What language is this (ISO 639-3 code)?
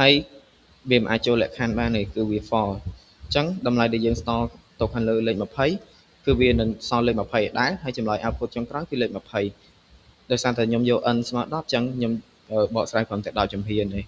khm